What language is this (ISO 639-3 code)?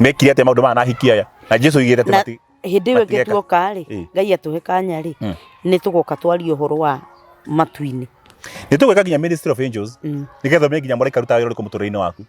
kik